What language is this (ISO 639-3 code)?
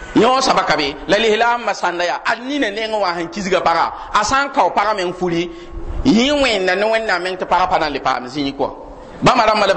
mos